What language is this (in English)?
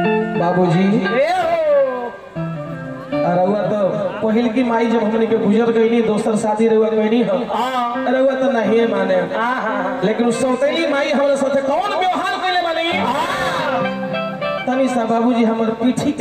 Bhojpuri